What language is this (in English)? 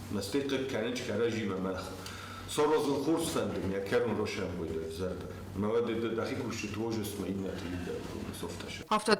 Ossetic